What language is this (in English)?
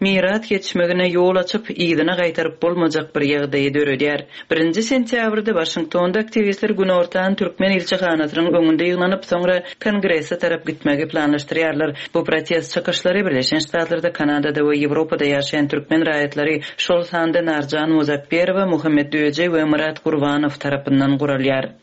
Turkmen